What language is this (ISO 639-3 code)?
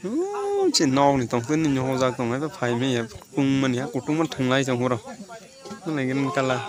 trp